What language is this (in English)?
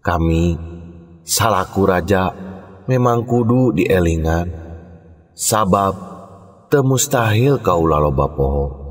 Sundanese